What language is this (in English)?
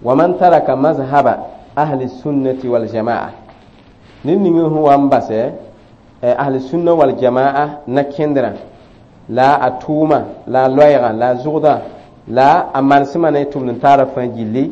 Mossi